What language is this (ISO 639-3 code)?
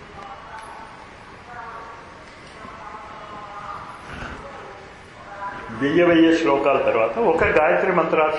tel